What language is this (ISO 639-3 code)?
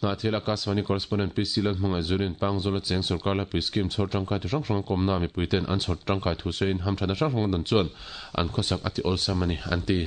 lus